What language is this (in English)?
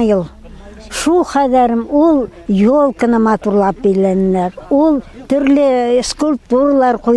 Bashkir